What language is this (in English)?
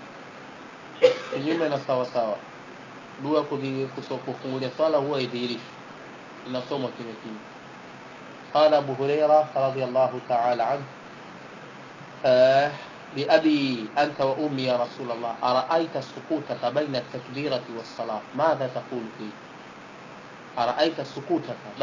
Swahili